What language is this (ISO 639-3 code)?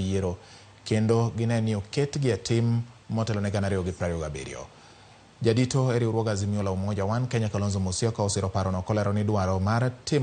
luo